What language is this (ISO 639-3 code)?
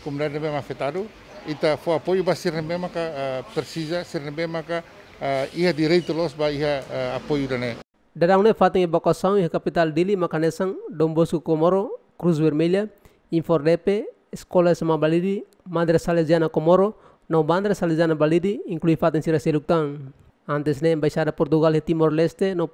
tet